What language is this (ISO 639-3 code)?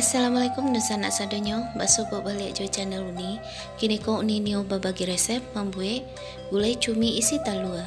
min